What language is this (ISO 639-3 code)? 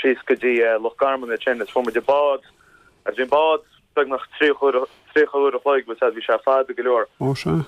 gle